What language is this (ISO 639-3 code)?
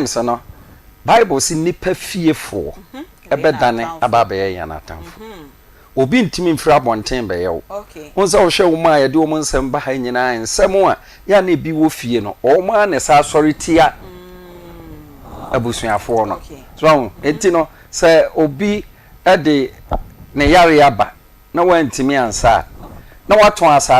aka